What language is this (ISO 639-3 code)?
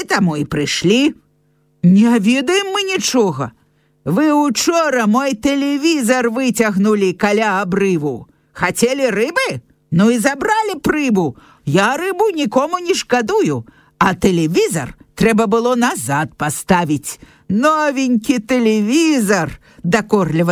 bel